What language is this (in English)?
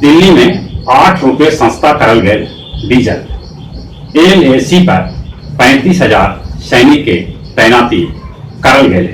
Magahi